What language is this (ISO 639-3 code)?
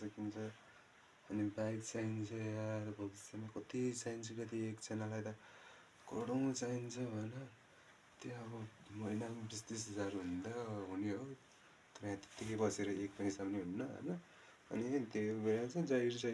nep